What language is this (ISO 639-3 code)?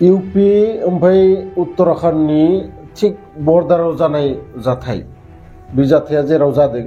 brx